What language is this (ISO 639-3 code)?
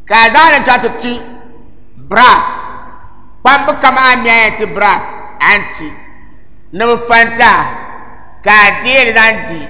dag